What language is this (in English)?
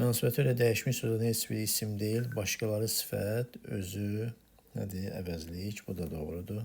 Azerbaijani